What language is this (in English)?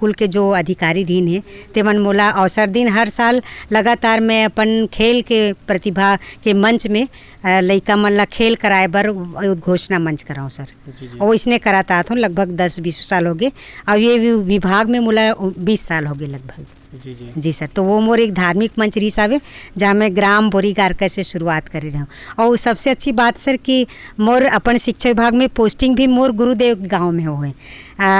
Chhattisgarhi